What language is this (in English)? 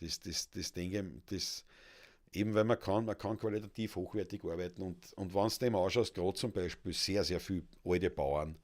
Bavarian